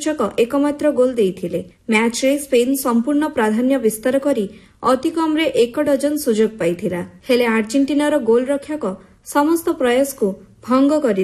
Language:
Odia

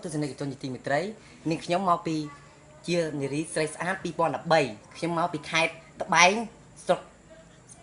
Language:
Khmer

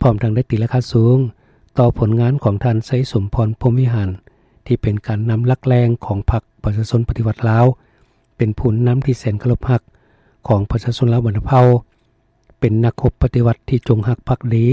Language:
Lao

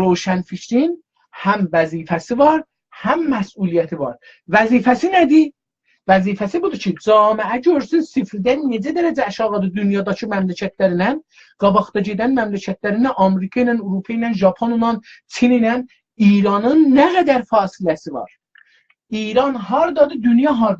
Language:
South Azerbaijani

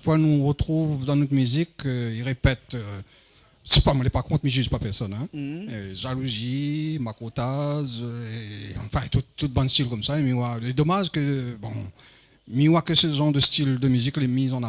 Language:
Réunion Creole French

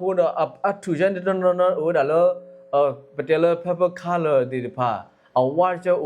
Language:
S'gaw Karen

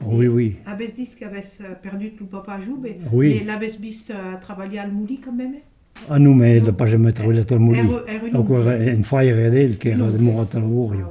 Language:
Occitan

